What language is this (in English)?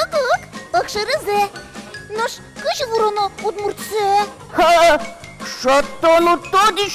Udmurt